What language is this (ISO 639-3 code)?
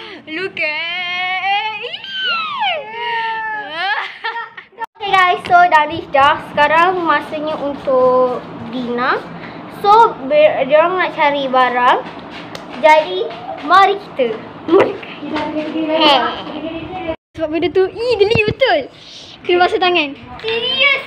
msa